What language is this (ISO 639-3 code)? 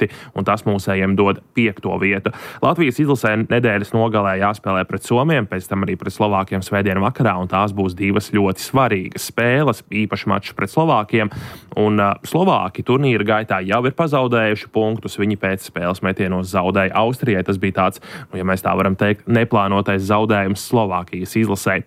lav